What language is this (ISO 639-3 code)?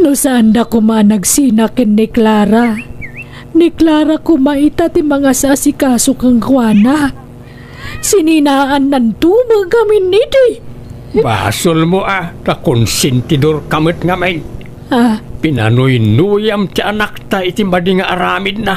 ilo